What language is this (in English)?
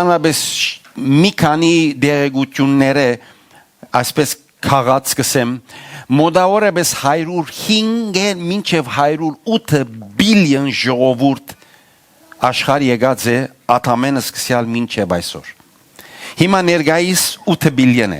Western Armenian